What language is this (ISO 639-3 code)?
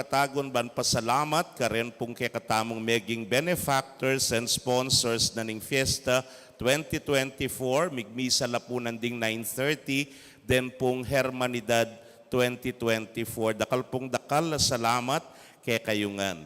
pam